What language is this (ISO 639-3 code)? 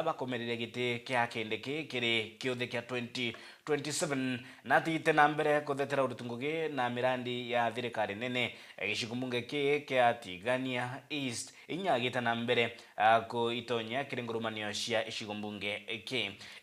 mer